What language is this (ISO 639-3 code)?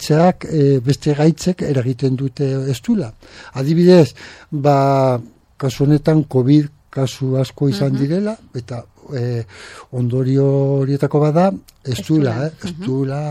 eus